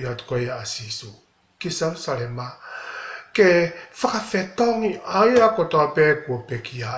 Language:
Tongan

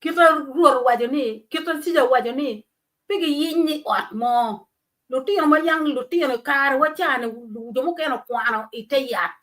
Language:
Acoli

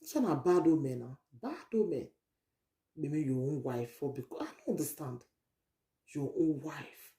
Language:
Nigerian Pidgin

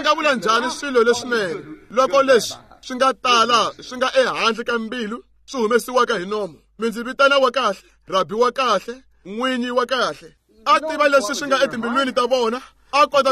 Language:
Tsonga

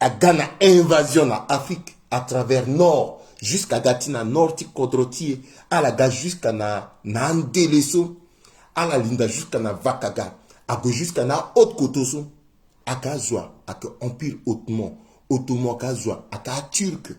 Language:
Sango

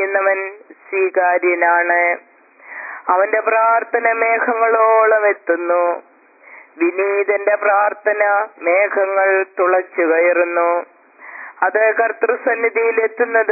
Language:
Malayalam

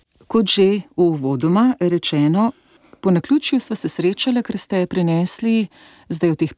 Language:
Slovenian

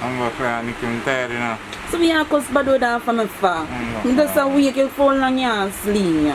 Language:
Jamaican Creole English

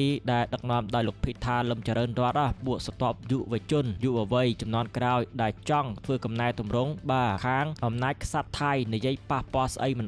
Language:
Khmer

